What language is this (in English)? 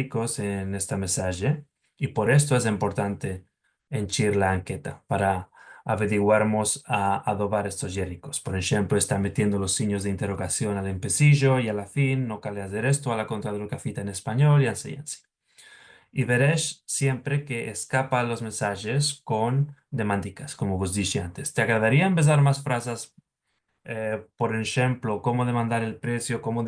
Ladino